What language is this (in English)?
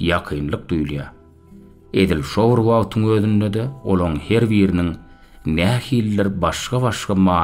Turkmen